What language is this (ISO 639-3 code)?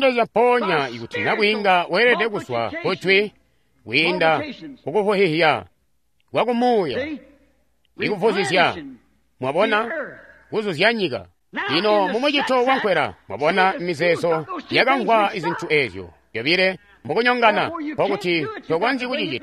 toi